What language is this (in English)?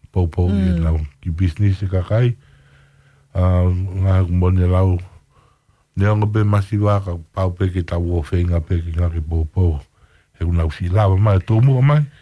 Tongan